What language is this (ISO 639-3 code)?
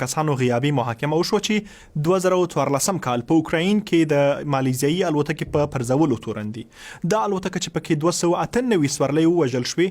pus